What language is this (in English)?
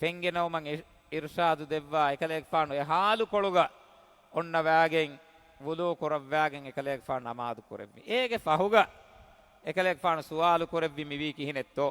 Divehi